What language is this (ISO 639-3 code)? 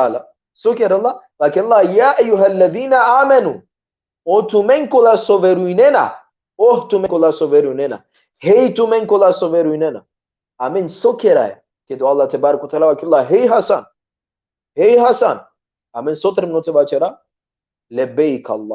rmn